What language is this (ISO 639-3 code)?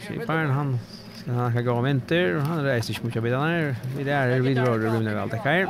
fao